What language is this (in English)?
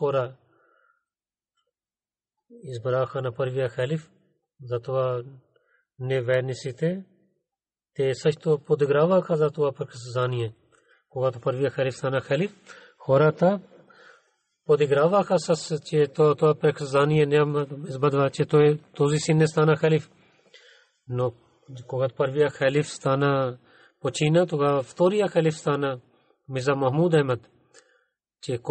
Bulgarian